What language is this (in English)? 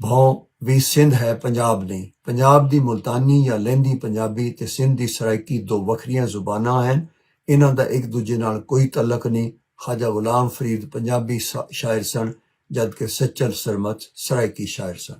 Western Panjabi